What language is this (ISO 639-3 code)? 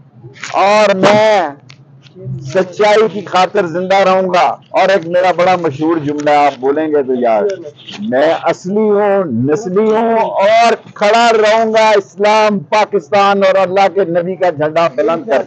urd